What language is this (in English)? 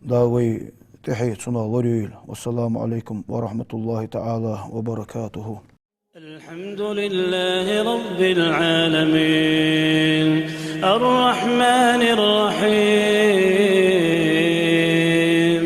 Ingush